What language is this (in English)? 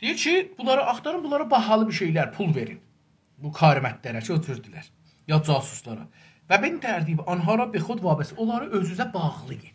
South Azerbaijani